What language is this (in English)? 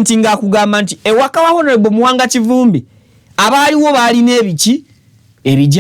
Ganda